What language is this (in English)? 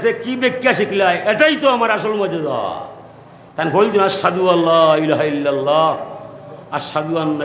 Sylheti